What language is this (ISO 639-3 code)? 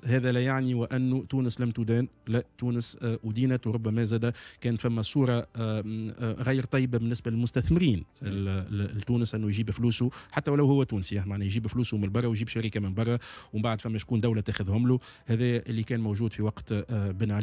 aeb